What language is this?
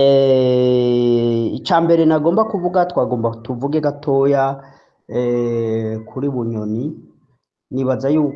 Rundi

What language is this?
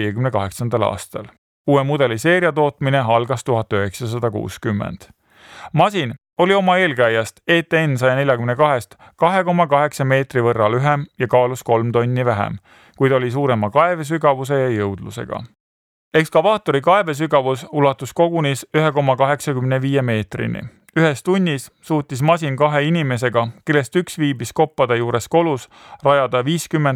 Estonian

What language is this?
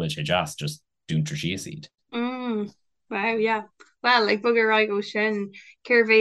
Irish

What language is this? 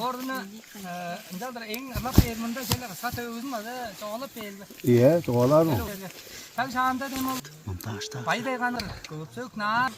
Tuvinian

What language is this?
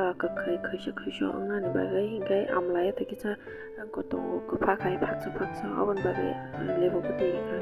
Kok Borok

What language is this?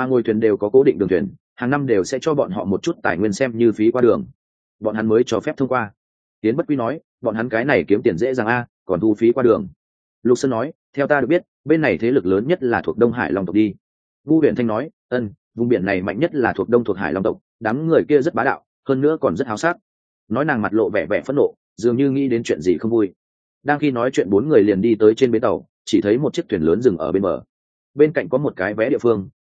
Vietnamese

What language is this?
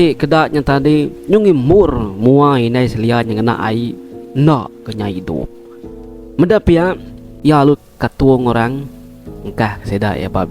Iban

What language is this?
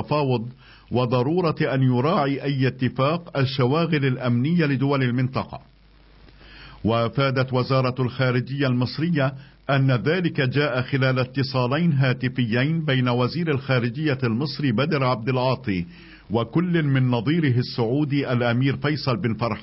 Arabic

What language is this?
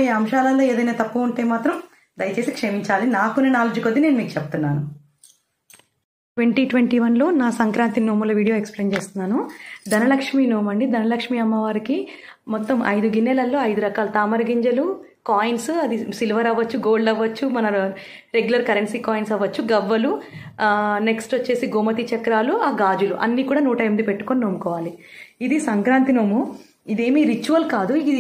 Telugu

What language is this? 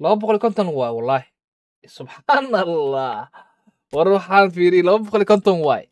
Somali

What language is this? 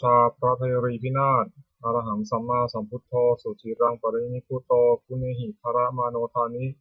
Pali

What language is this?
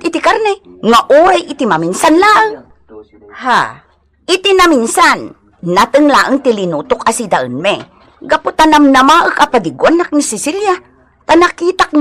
Iloko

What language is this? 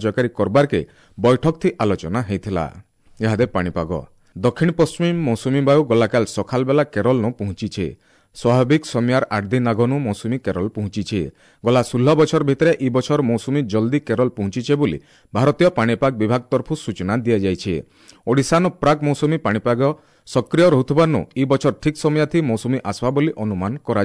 Odia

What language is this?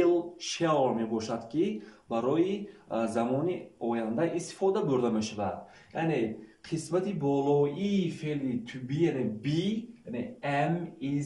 Tajik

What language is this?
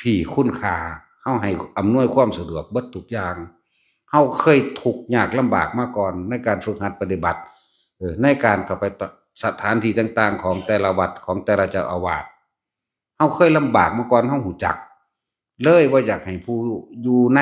Northeastern Thai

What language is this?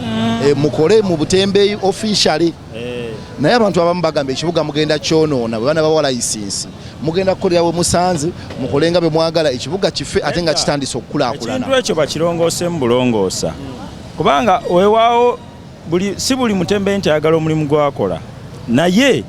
Ganda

